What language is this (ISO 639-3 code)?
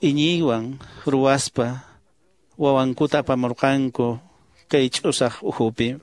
que